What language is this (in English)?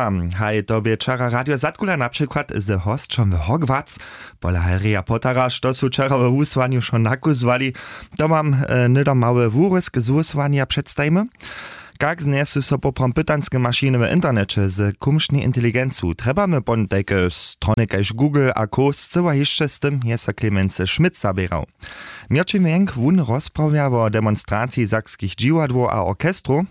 Upper Sorbian